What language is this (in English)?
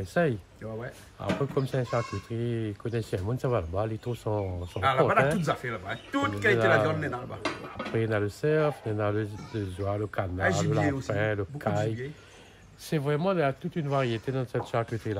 Réunion Creole French